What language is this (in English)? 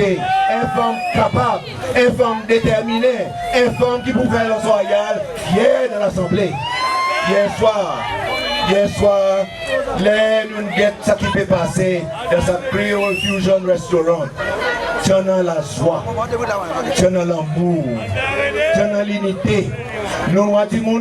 Seselwa Creole French